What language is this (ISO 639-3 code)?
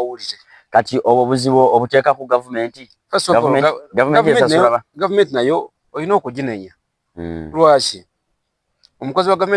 lug